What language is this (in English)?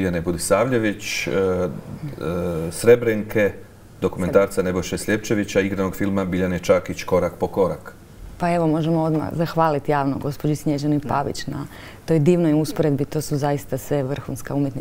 Croatian